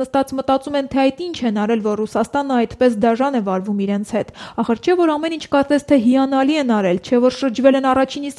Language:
Armenian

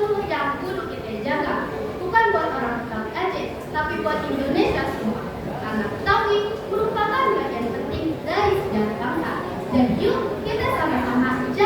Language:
Betawi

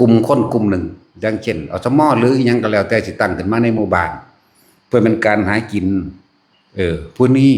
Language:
Lao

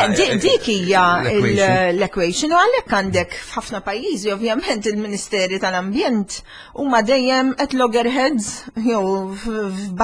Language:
Maltese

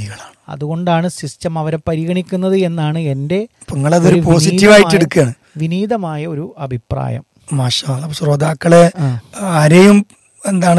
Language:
Malayalam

